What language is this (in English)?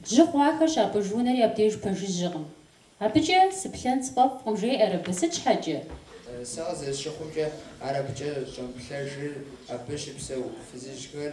Kabardian